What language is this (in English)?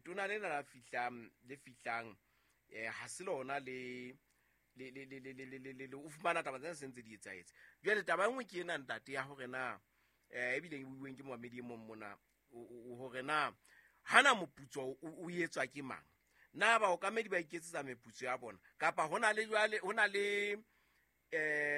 Southern Sotho